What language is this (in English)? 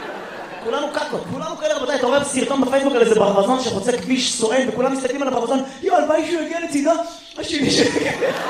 Hebrew